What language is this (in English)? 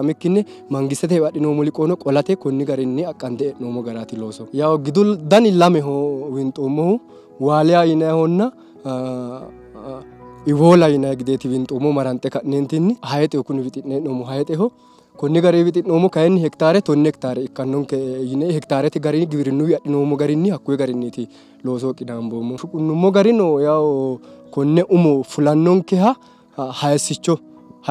Sidamo